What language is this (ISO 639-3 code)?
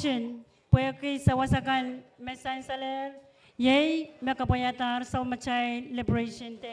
pon